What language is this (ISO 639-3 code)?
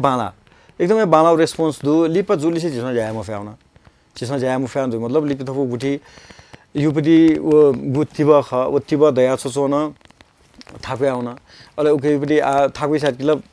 new